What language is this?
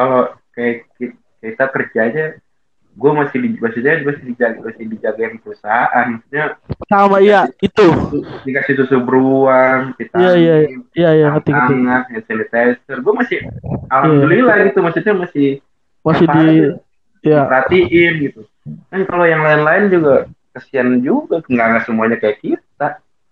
Indonesian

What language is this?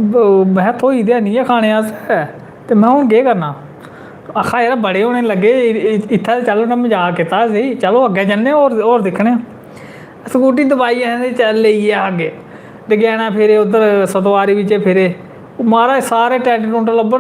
Dogri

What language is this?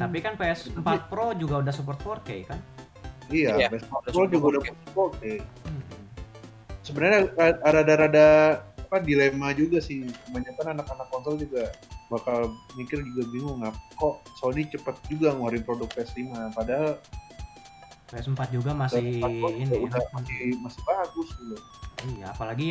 Indonesian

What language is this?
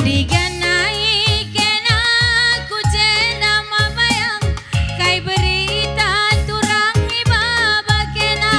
Batak Karo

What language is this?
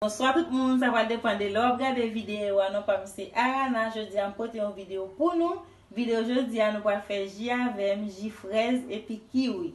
Haitian Creole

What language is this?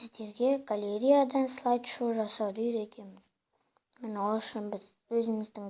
Kazakh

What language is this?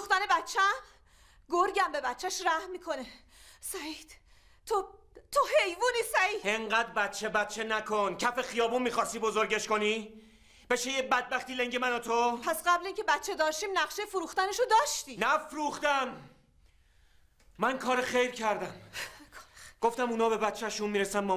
Persian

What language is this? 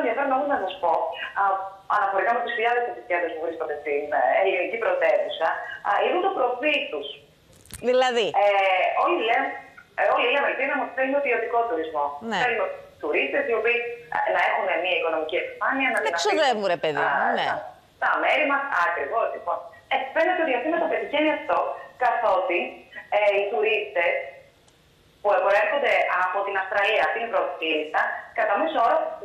Greek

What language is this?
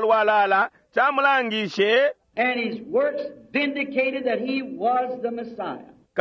Bemba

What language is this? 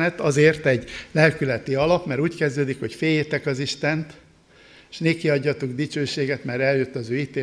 Hungarian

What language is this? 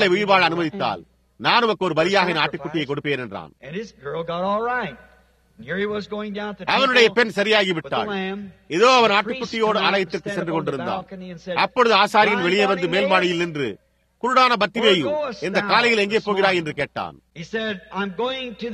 Tamil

